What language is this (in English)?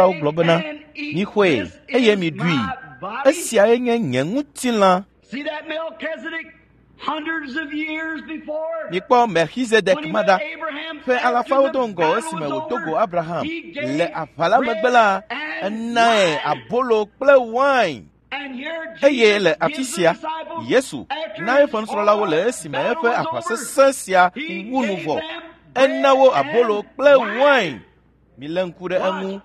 Ewe